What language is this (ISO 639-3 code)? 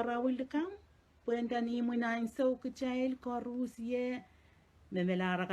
pon